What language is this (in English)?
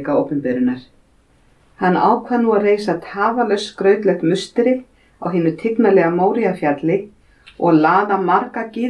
Icelandic